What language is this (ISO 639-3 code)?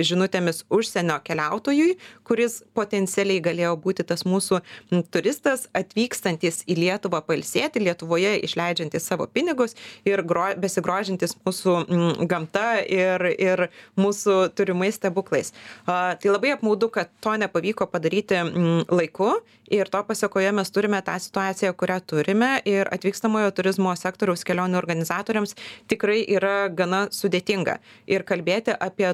lit